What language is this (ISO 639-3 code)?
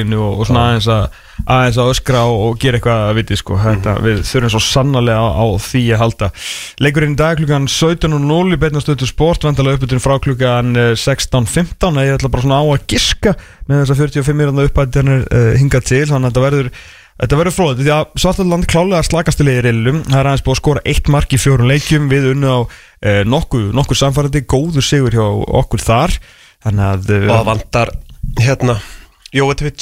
isl